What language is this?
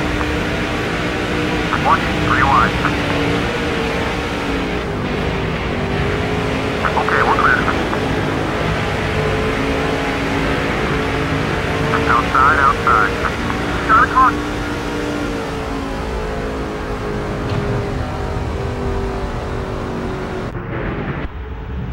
English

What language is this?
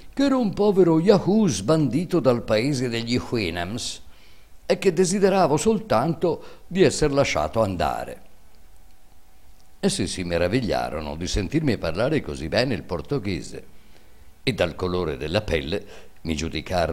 Italian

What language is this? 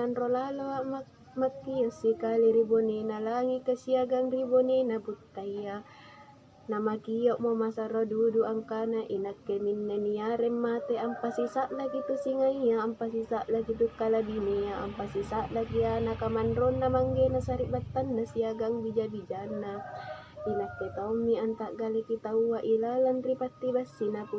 Makasar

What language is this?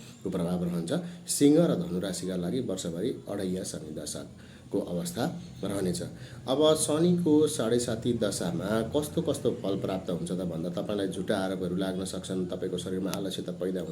Nepali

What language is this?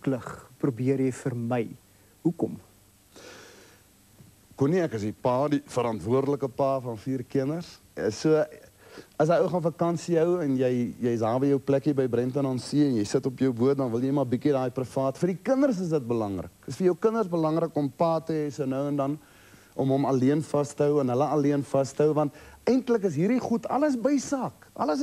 Afrikaans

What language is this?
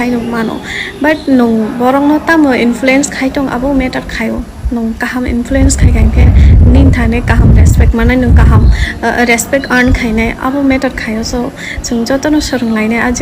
Kok Borok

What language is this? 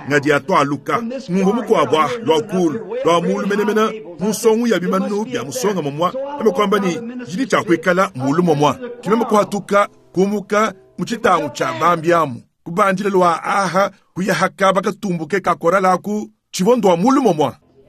Luba-Lulua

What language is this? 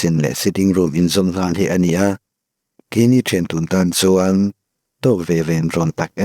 Mizo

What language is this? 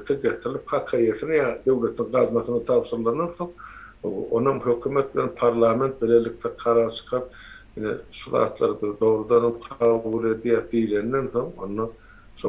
Turkmen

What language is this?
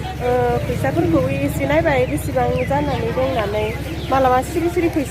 Bodo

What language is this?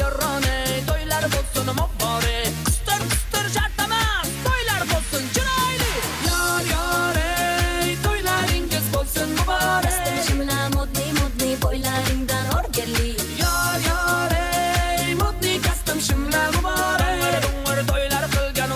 Kara-Kalpak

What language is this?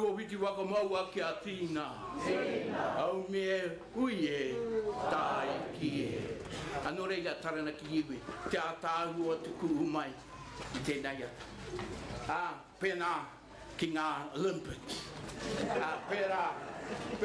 Māori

